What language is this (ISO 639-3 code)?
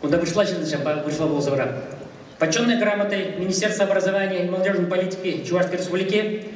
chv